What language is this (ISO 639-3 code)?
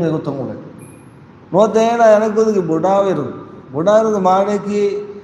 div